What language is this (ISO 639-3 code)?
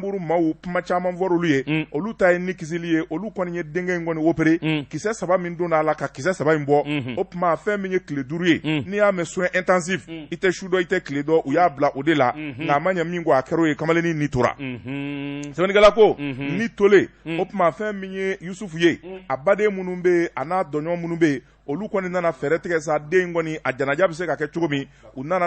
bam